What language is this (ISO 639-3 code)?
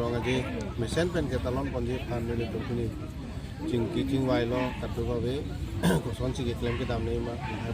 mjw